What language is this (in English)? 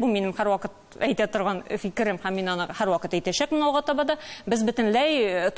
Tatar